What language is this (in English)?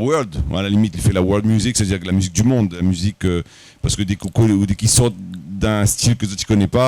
Réunion Creole French